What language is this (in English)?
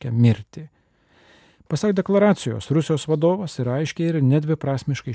Lithuanian